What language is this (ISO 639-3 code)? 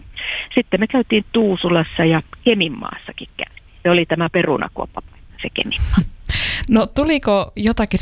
fin